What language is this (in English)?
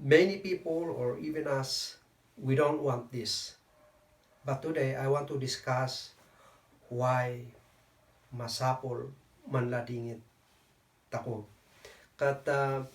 Kankanaey